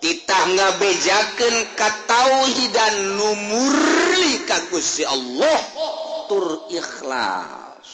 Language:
Sundanese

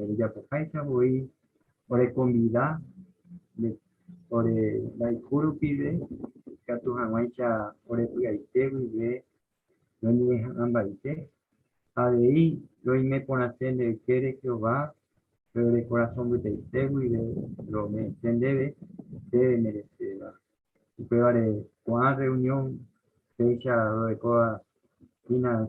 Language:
Guarani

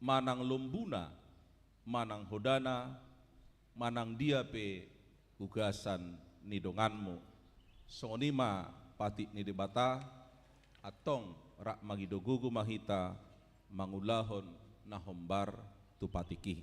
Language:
Batak Toba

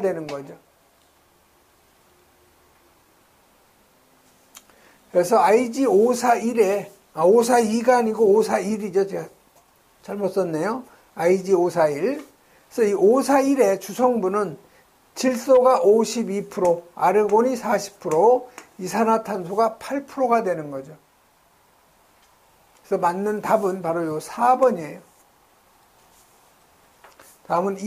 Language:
Korean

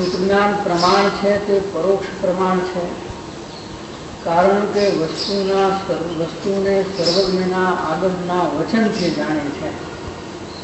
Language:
Gujarati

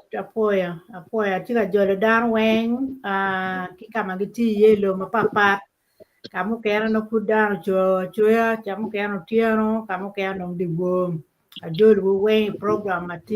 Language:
Acoli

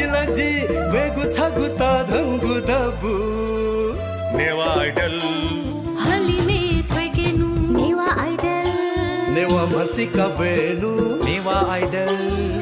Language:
Newari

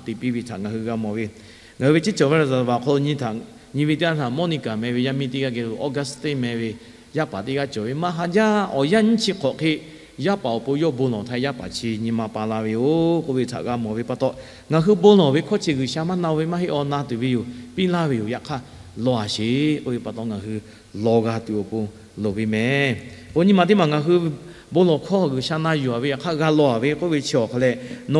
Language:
Lahu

